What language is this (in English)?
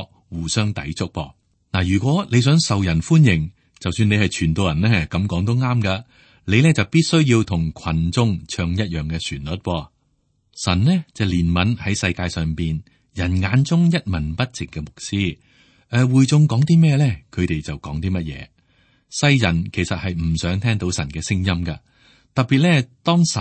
Cantonese